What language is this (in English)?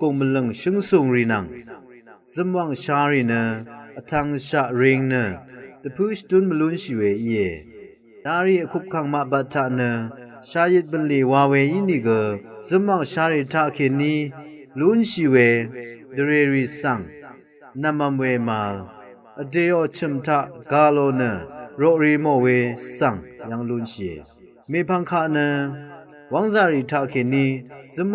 Rawang